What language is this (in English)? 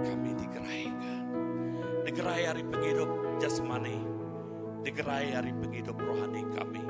Iban